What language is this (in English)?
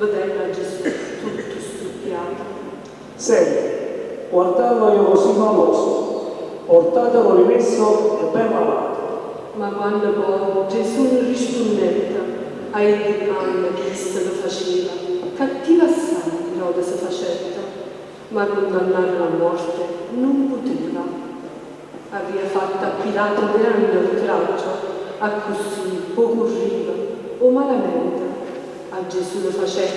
Neapolitan